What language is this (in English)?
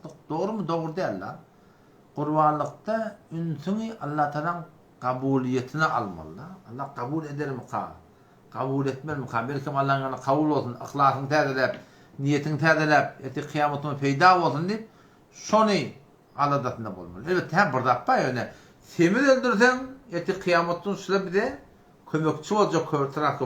Turkmen